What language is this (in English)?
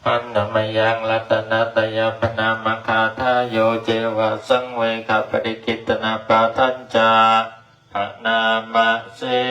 Pali